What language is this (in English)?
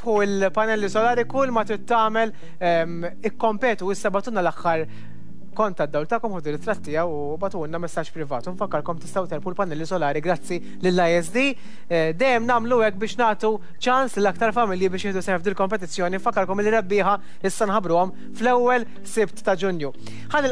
Maltese